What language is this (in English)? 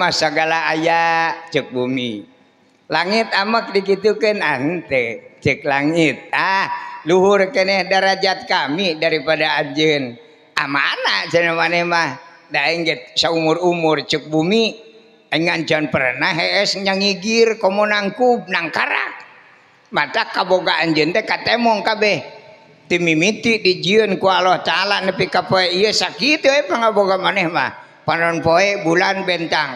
Sundanese